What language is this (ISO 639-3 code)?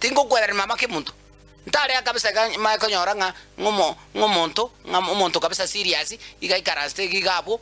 guz